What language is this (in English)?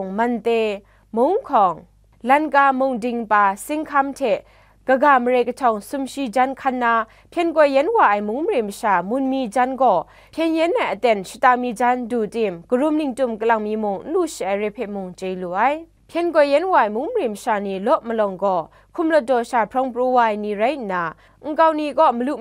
Kachin